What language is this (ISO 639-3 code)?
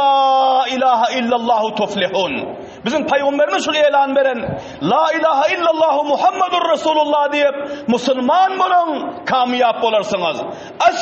tuk